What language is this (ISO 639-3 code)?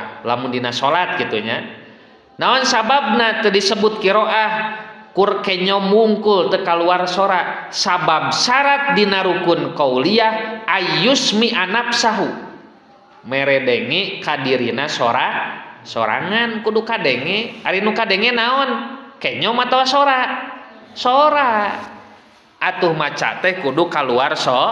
sun